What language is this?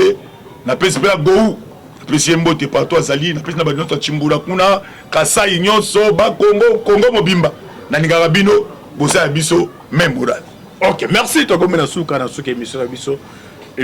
Lingala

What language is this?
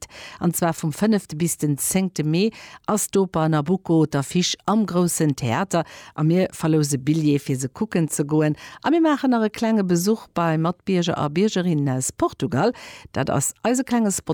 Luxembourgish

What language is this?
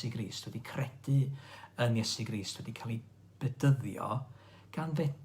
Welsh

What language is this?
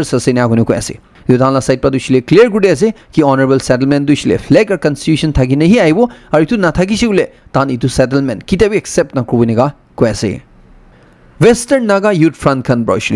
Naga Pidgin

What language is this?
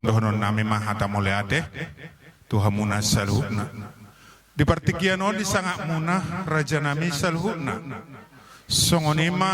Batak Toba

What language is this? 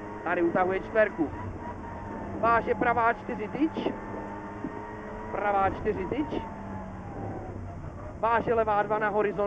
Czech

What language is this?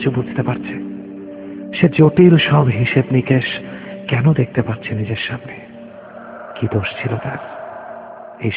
Bangla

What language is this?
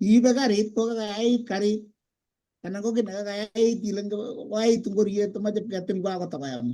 Kalenjin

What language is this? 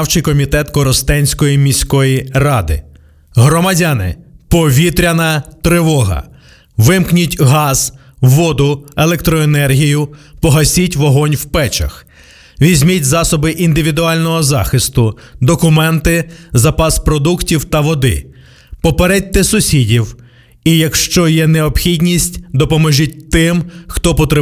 Ukrainian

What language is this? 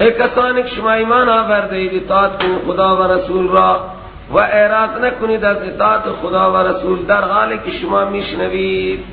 Persian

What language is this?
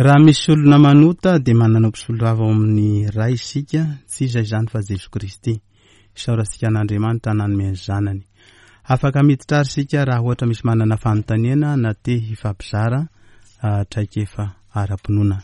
Malagasy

